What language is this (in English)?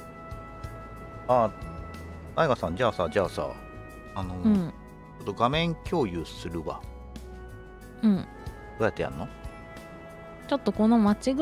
Japanese